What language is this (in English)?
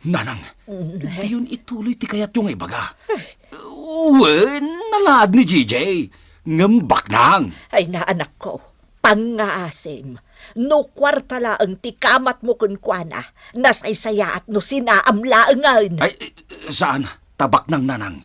Iloko